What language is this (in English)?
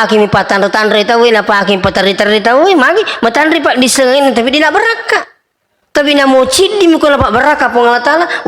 Buginese